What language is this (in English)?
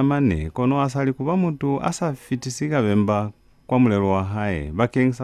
Lozi